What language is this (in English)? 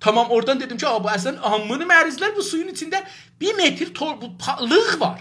South Azerbaijani